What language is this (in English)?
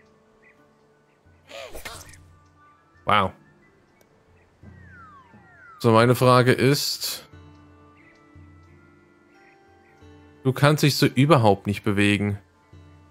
German